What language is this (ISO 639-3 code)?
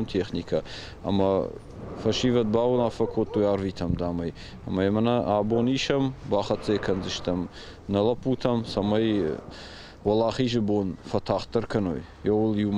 oss